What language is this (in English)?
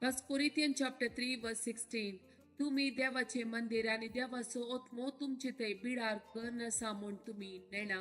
Konkani